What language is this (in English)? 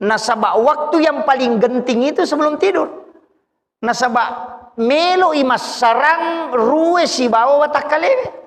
Buginese